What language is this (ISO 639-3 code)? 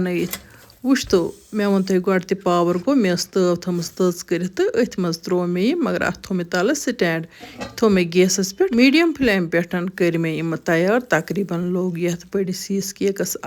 kas